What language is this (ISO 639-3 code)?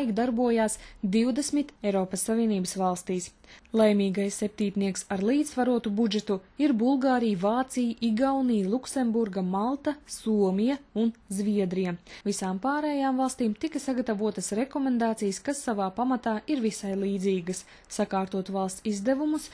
lav